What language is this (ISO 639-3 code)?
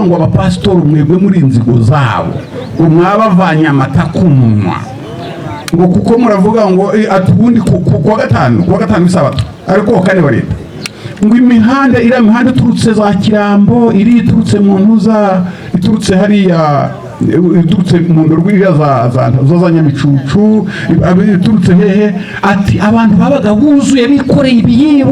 kin